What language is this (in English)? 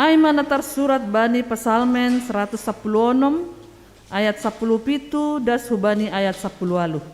Batak Simalungun